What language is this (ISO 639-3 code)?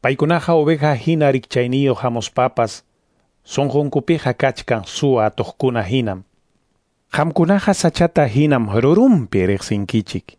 quy